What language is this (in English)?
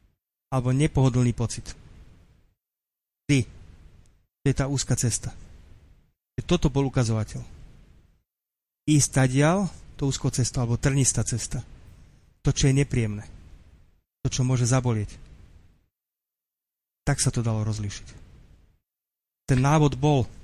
Slovak